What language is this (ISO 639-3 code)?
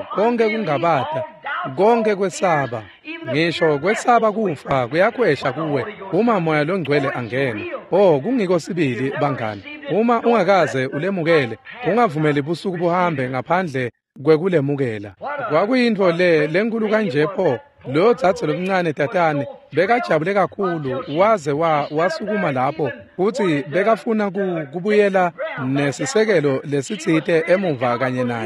ssw